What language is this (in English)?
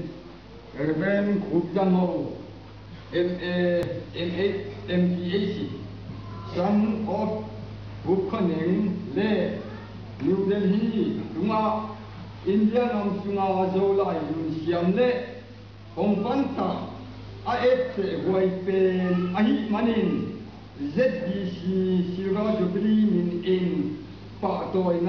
Tedim Chin